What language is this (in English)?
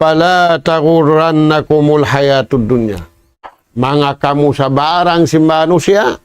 Tausug